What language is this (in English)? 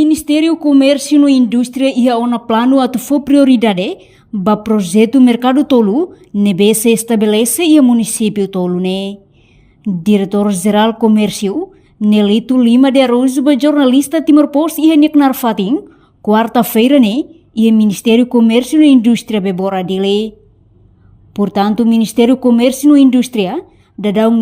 Tetum